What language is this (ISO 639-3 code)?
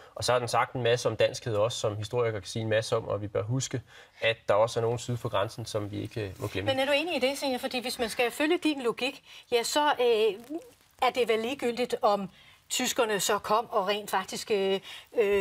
dan